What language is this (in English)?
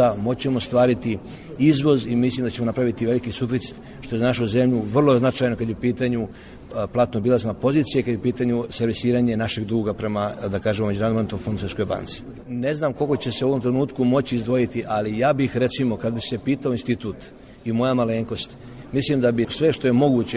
Serbian